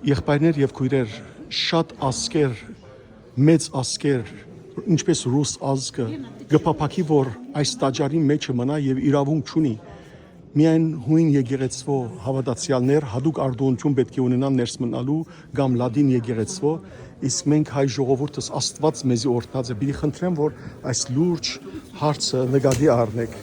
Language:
Western Armenian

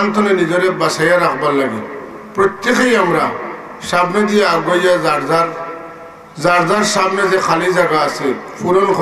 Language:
Sylheti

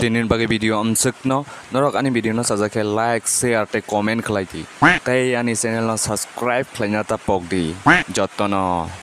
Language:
Kok Borok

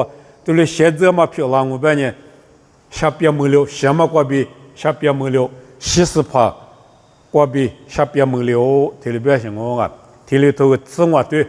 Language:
Lisu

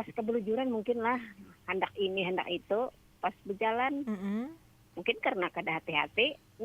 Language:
Banjar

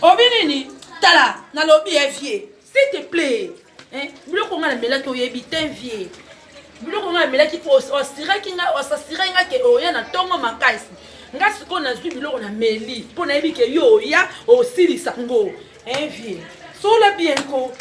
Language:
Lingala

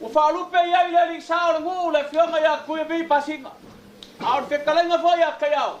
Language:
Samoan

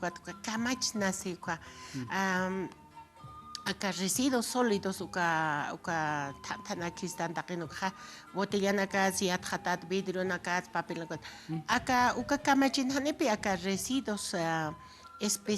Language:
Aymara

